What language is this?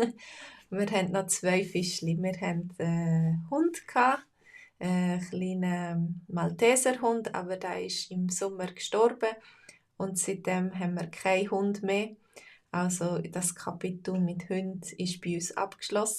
Swiss German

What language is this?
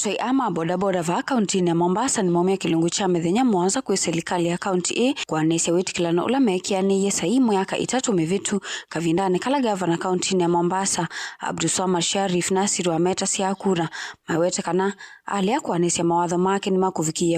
Kamba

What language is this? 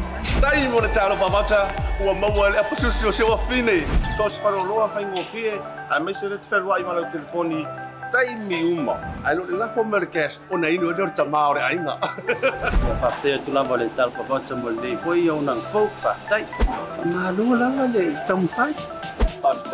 Samoan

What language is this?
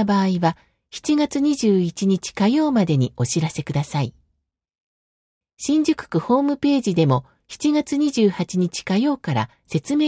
Japanese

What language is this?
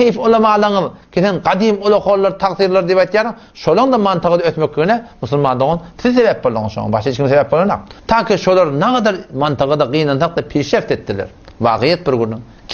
Turkmen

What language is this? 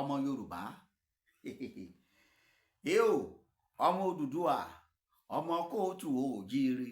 Yoruba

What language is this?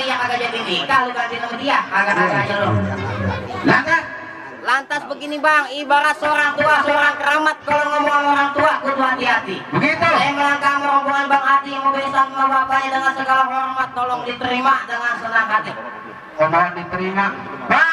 Betawi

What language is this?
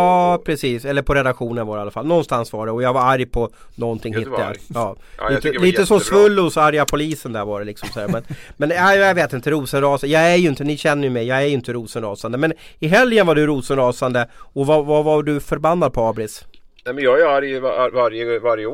Swedish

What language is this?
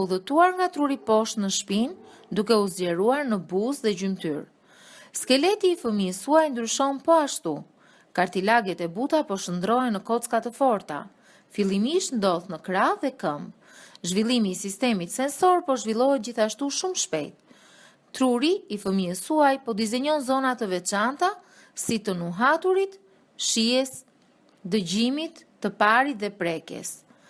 Albanian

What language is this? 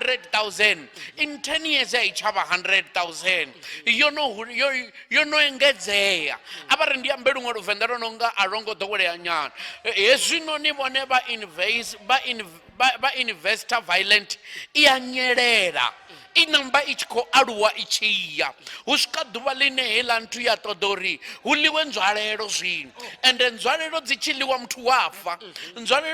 Venda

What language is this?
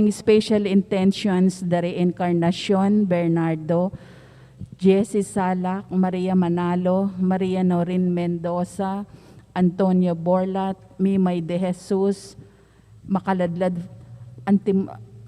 Pampanga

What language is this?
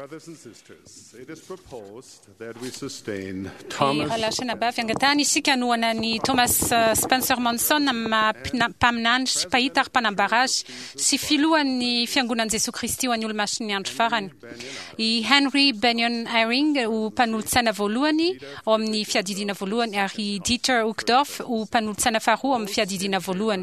Malagasy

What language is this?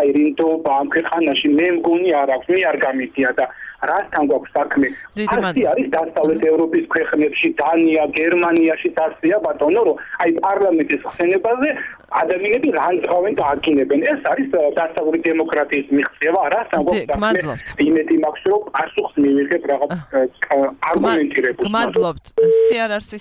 Georgian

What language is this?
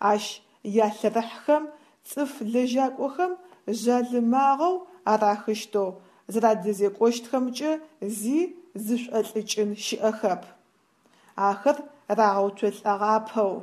Adyghe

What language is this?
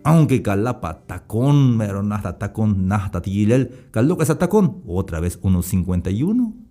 Tzeltal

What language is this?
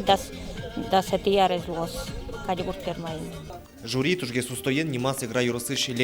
Udmurt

